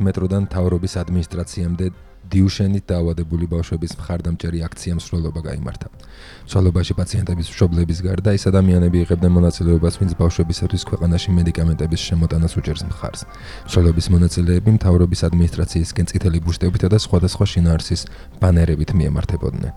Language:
Georgian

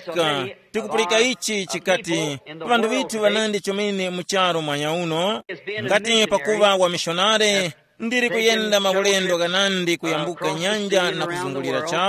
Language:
Tumbuka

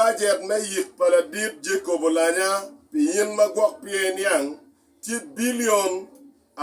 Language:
Acoli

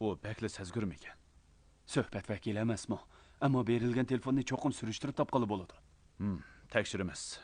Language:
Uyghur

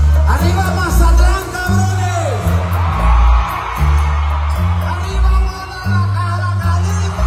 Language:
Spanish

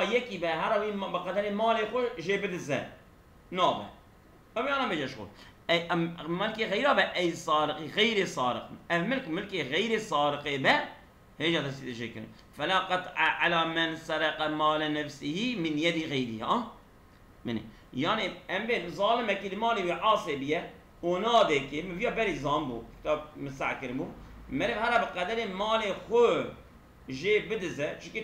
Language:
Kurdish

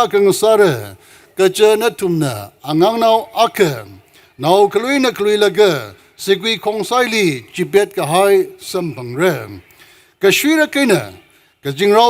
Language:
Tangkhul Naga (India)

